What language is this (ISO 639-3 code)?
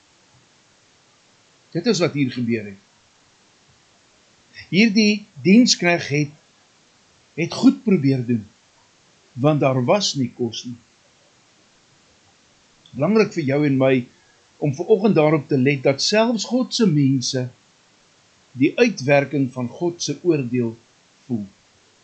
afr